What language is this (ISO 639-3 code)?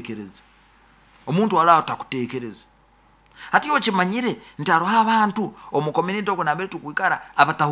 nyo